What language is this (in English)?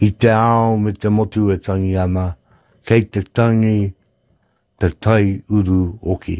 Māori